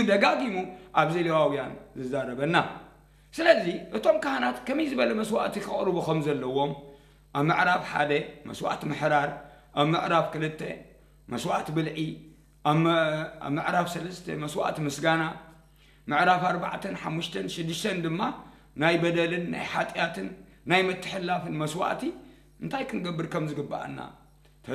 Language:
Tigrinya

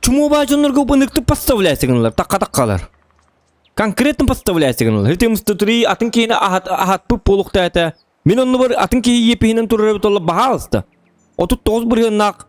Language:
Yakut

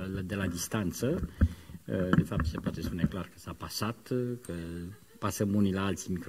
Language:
Romanian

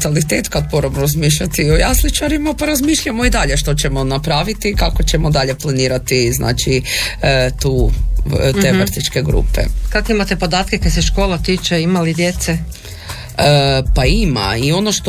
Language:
Croatian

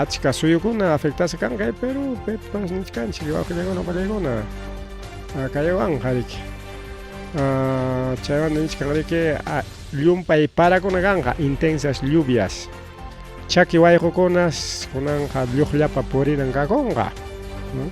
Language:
Ayacucho Quechua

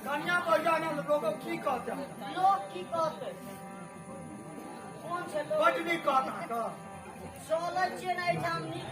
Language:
Maithili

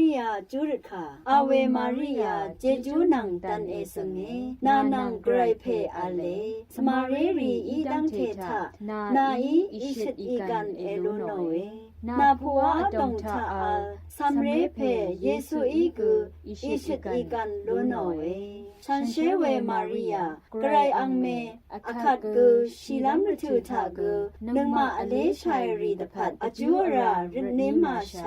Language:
Rawang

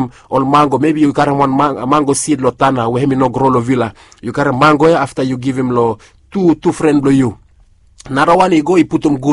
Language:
Bislama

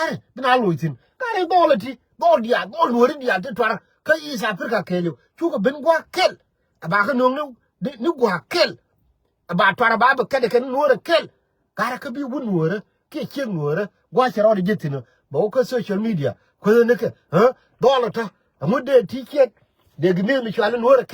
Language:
Nuer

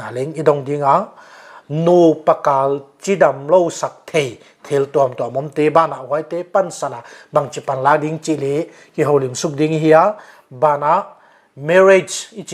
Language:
Paite Chin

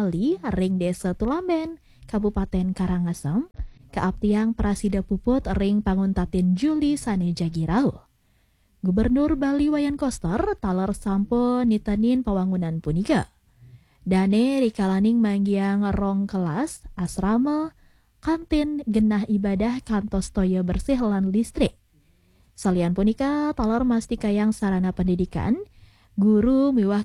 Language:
Balinese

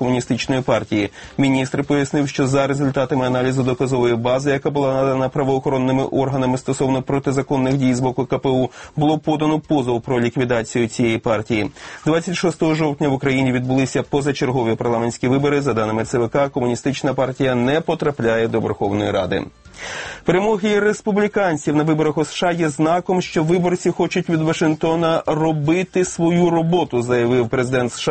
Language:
Ukrainian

